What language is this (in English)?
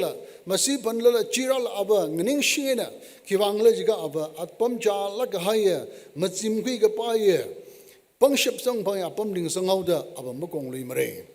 Tangkhul Naga (India)